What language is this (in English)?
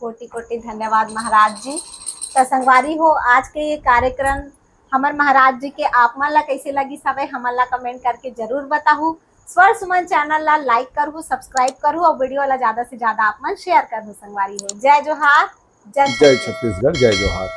Chhattisgarhi